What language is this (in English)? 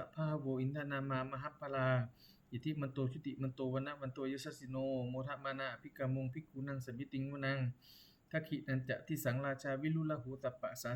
Pali